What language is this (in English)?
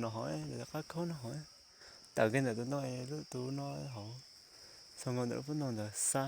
Hmong